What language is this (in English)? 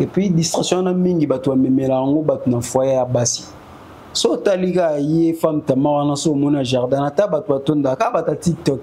Lingala